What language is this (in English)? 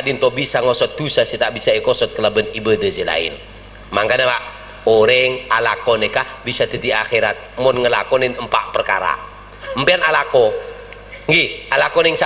Madurese